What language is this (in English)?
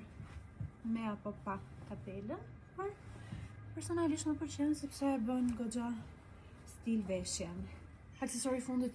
Albanian